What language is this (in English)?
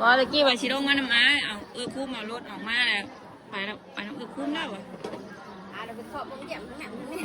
Northeastern Thai